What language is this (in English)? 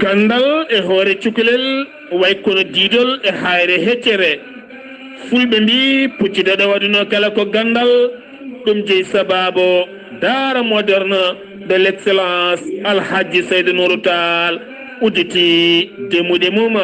Fula